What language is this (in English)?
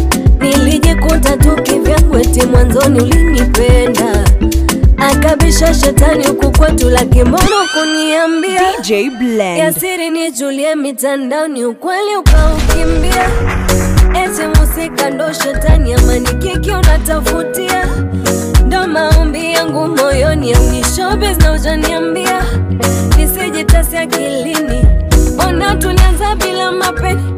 Swahili